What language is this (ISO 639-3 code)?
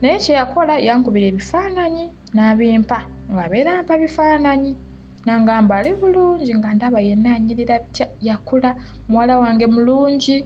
lug